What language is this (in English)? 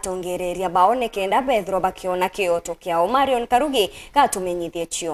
Meru